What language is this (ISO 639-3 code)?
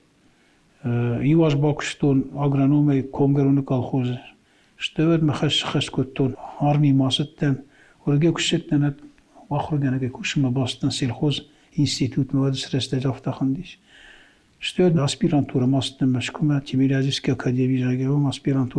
oss